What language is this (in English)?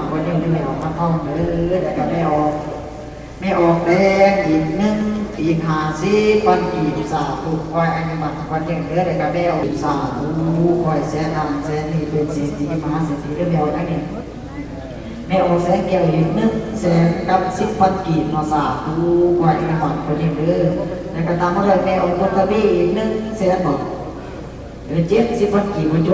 Lao